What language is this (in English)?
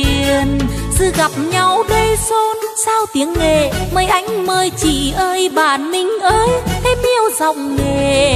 Vietnamese